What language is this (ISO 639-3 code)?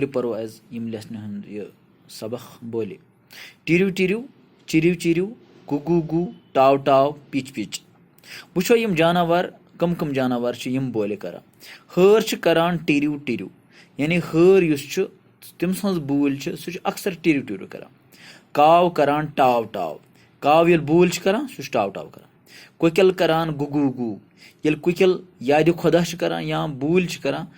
kas